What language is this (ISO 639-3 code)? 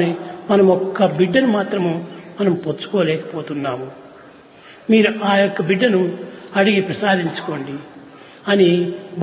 tel